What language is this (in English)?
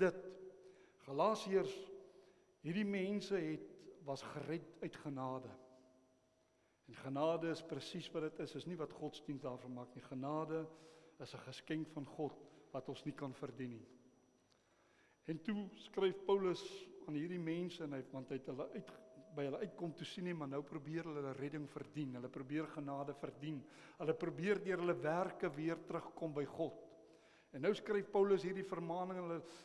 Afrikaans